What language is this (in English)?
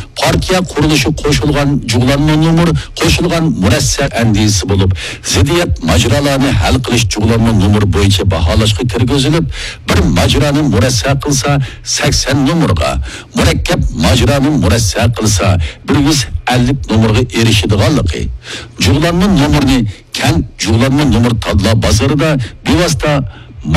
Uyghur